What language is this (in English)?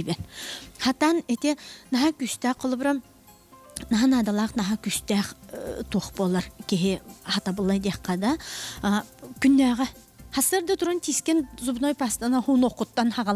Yakut